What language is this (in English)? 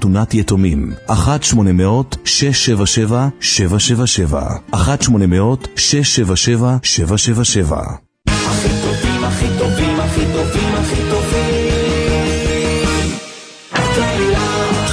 Hebrew